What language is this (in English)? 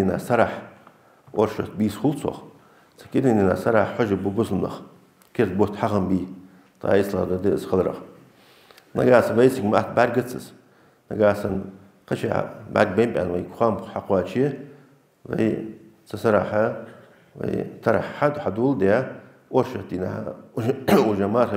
Ingush